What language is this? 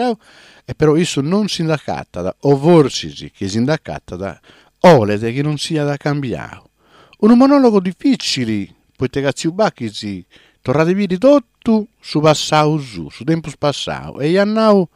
Sardinian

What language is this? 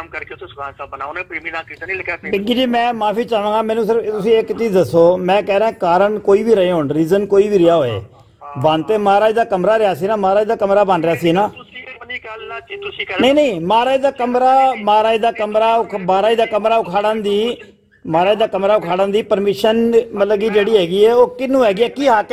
Punjabi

